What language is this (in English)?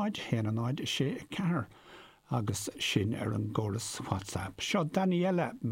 Irish